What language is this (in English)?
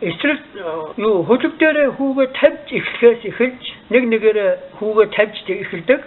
Mongolian